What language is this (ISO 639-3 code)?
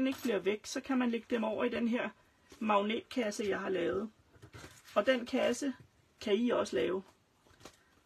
dan